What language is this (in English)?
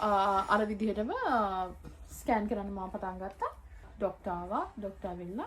Sinhala